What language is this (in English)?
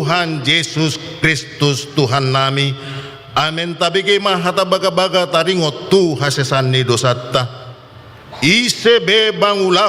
Batak Toba